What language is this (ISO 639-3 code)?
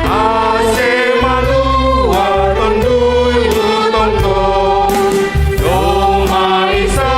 bts